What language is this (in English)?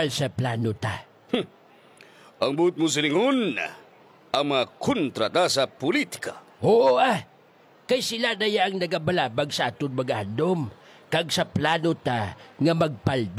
Hiligaynon